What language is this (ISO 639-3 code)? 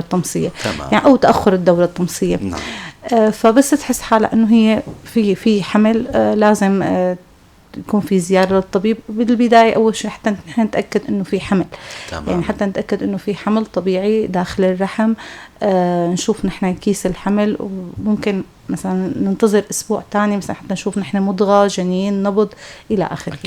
apc